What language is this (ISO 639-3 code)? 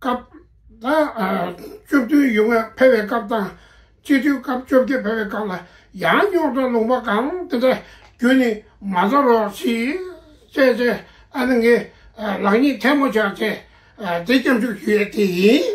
bod